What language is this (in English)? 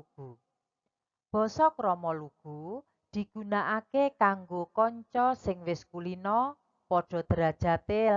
Javanese